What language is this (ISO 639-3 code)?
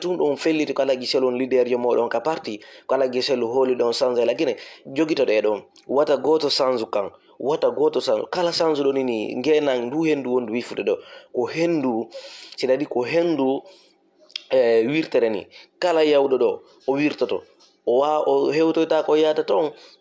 ful